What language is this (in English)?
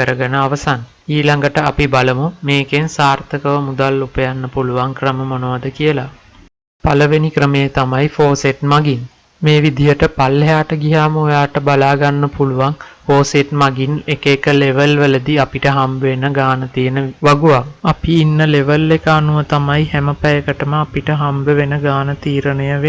Sinhala